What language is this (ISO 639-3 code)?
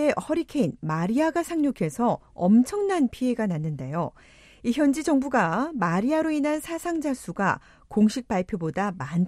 kor